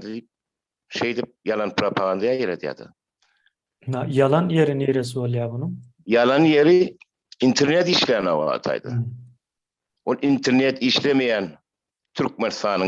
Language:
Turkmen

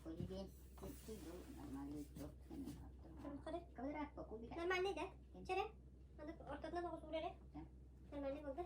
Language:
Yakut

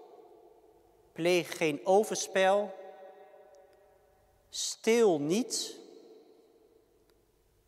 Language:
Dutch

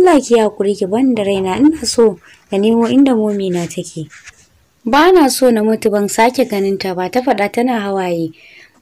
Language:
Hausa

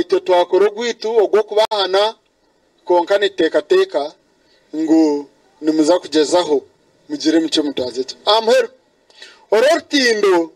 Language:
Nyankole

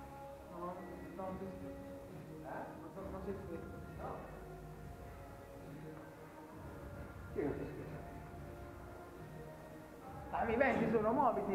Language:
Italian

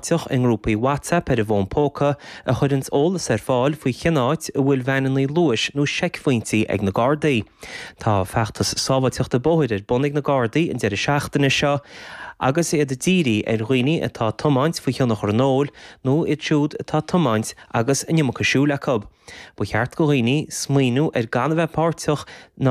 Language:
Irish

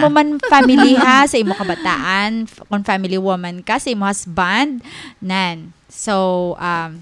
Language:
Hiligaynon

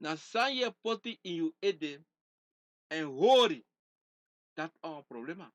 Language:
Sranan Tongo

